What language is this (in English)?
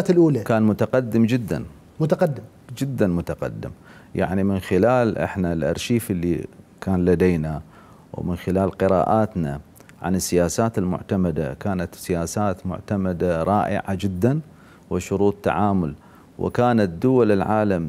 Mesopotamian Arabic